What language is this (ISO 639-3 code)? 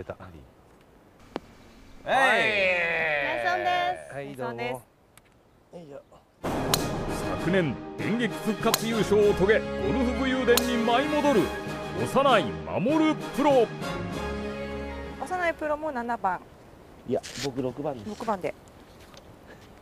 jpn